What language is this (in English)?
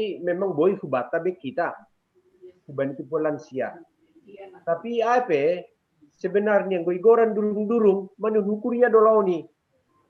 Batak Simalungun